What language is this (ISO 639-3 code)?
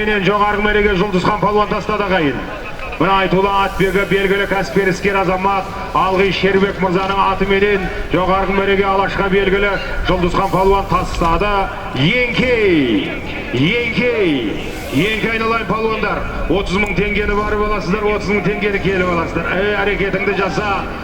kaz